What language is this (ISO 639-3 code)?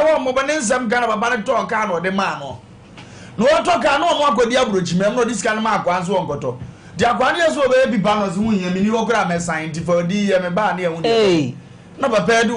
aka